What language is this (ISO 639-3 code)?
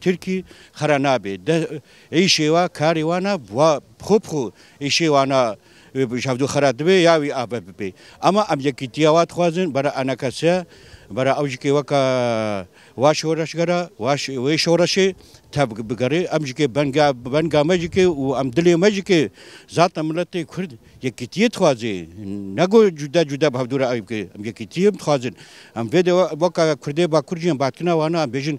kur